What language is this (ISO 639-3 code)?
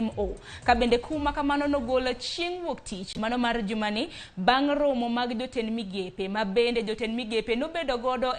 luo